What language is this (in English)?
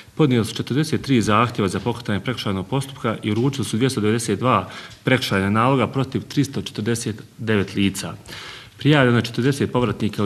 Bosnian